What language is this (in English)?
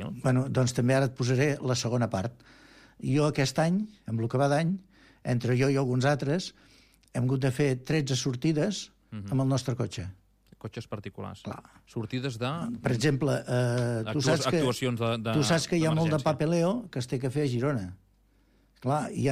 Catalan